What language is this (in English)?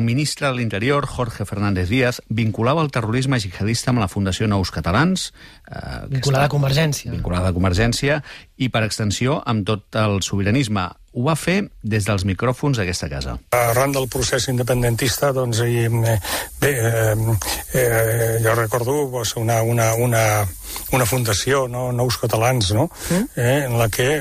Catalan